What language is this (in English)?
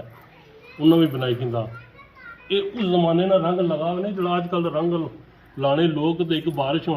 Pahari-Potwari